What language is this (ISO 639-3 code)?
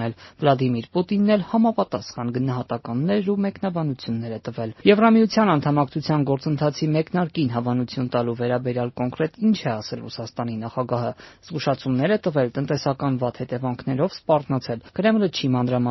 hye